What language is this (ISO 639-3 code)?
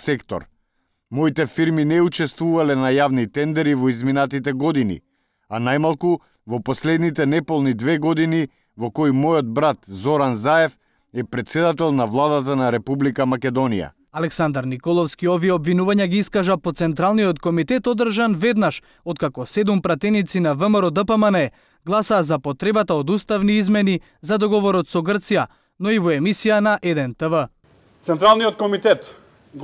mkd